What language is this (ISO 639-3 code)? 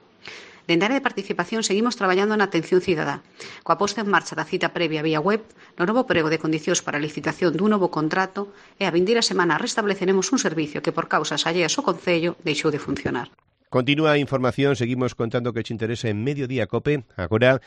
glg